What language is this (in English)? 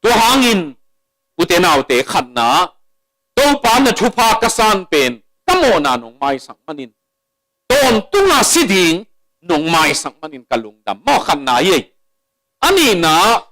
Tedim Chin